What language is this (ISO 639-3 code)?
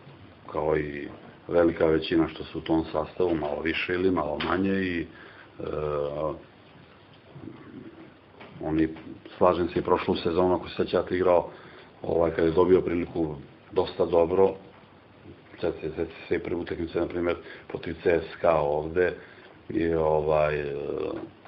srp